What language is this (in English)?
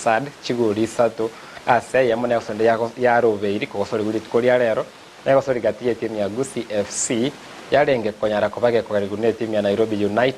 Gusii